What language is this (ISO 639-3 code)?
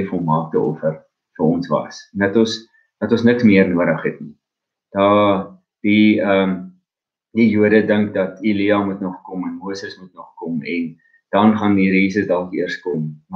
afr